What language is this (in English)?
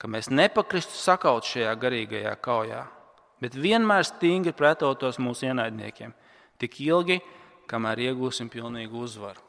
Latvian